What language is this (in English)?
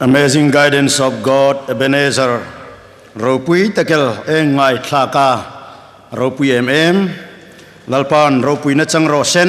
Hmar